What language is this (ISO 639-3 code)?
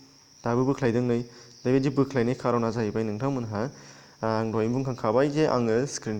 brx